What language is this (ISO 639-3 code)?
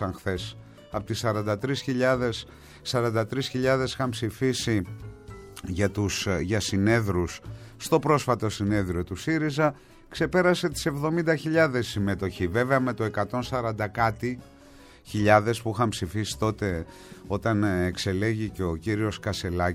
ell